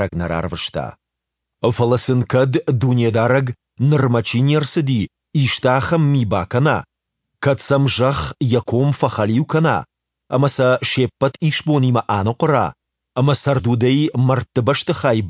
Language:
Ossetic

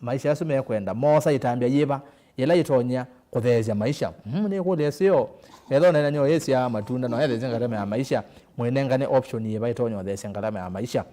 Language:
Kamba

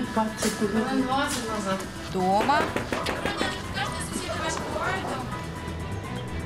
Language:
Ukrainian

